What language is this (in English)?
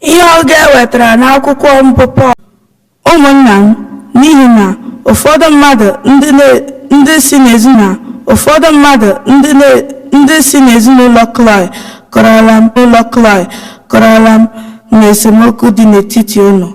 Igbo